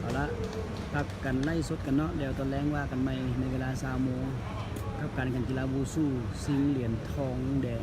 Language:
Lao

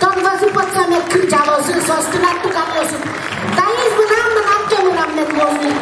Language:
Udmurt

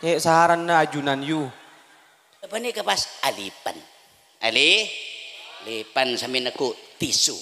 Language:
Madurese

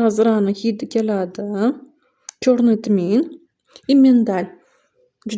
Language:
Uzbek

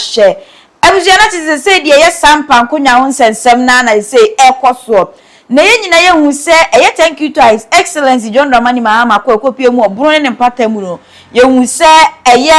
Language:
Akan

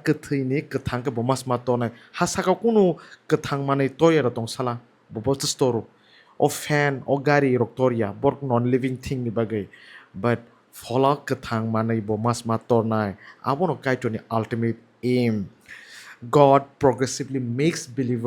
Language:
Kok Borok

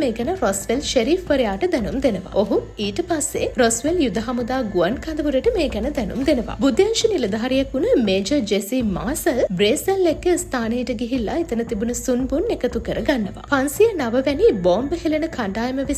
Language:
Sinhala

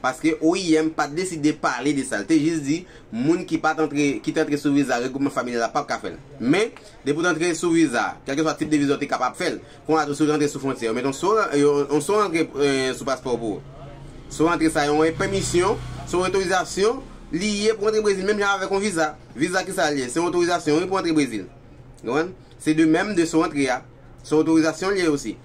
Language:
Haitian Creole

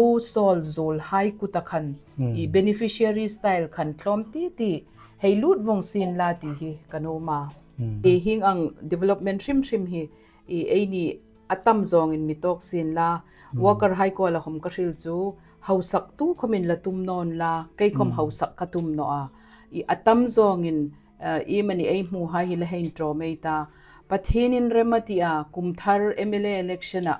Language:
Hmar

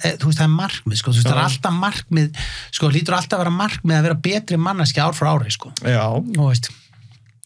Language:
Icelandic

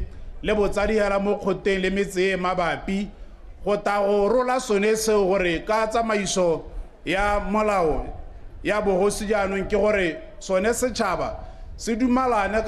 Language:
Tswana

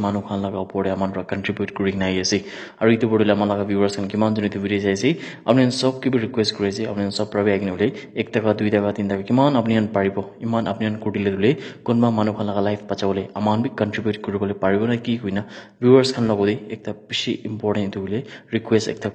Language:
Naga Pidgin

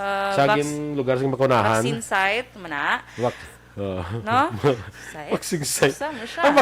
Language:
Hiligaynon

